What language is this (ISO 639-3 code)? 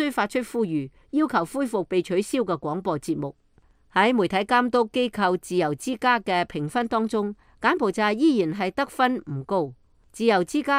yue